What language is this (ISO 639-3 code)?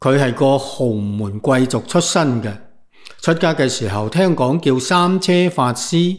yue